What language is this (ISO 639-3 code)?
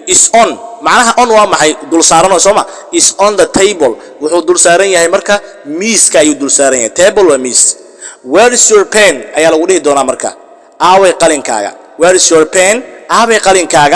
som